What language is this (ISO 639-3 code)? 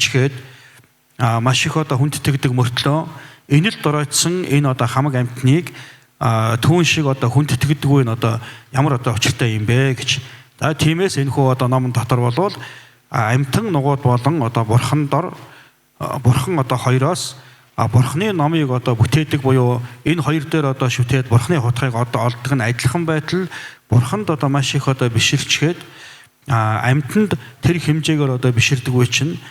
mon